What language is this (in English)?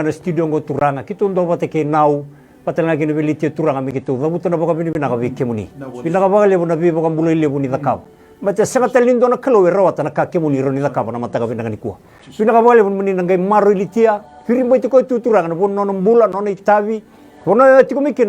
Fijian